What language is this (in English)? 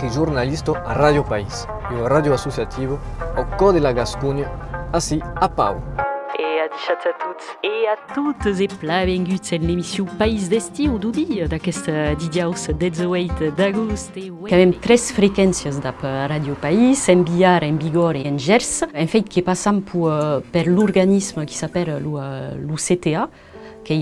Occitan